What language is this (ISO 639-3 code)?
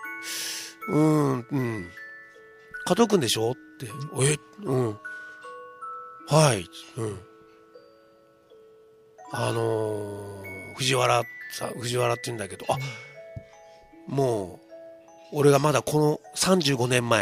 jpn